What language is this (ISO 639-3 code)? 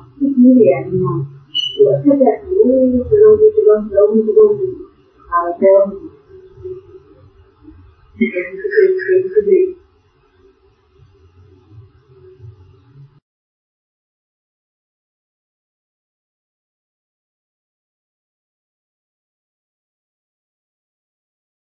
mya